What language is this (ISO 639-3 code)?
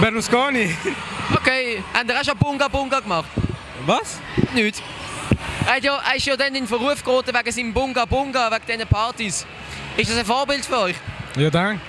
gsw